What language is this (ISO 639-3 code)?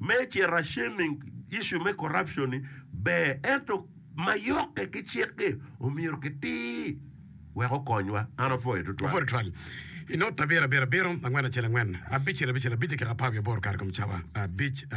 ach